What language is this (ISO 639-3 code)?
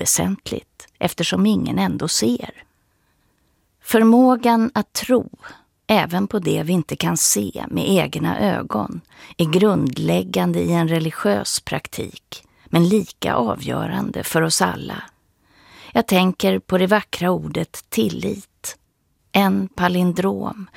swe